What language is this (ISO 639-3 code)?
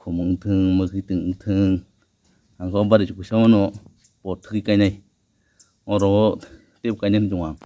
trp